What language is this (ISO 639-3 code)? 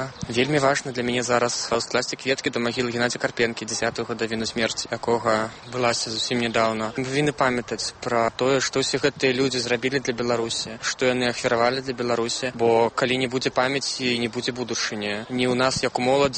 bel